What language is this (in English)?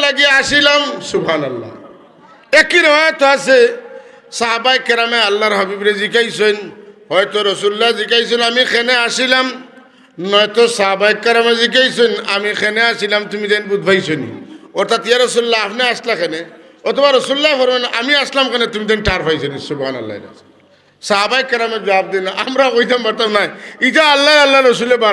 Sylheti